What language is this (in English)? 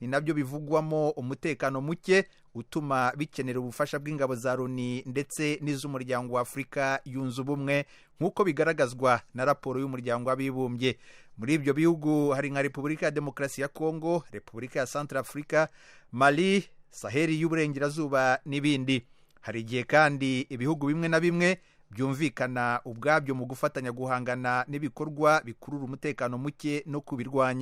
Kinyarwanda